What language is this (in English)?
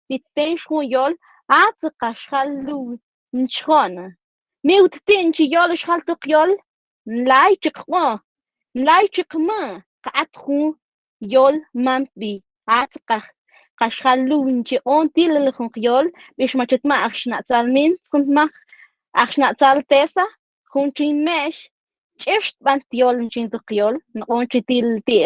Mam